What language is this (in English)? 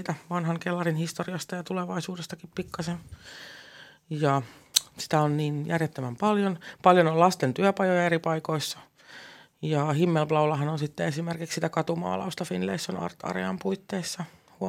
Finnish